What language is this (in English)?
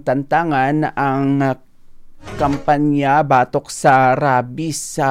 Hiligaynon